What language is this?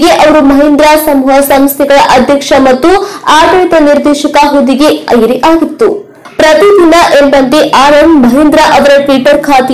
Kannada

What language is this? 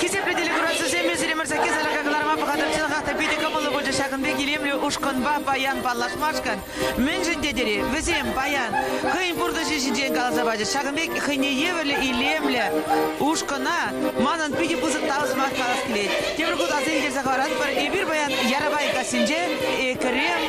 Chuvash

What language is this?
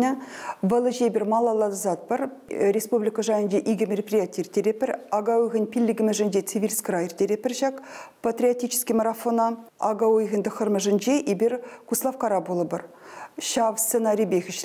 Chuvash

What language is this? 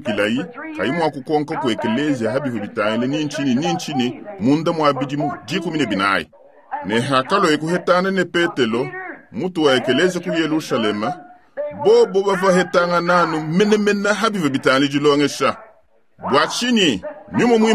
Luba-Lulua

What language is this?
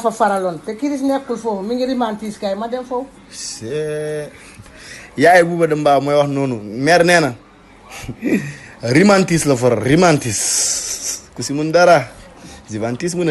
Wolof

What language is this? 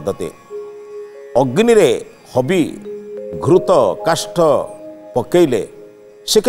Odia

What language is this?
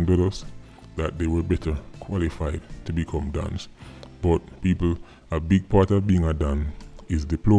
Jamaican Creole English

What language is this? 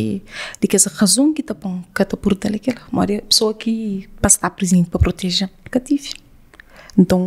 Kabuverdianu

